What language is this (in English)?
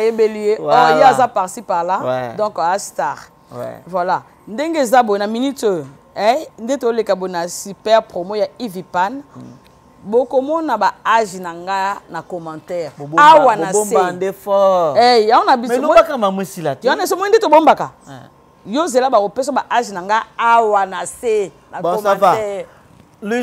Lingala